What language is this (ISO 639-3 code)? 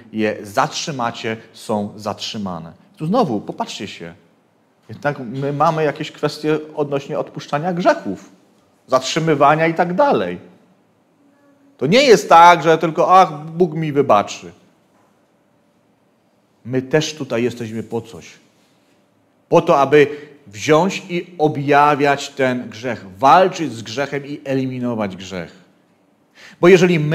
pol